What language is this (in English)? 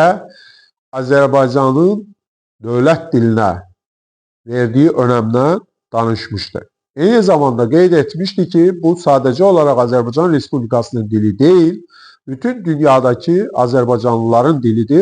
Azerbaijani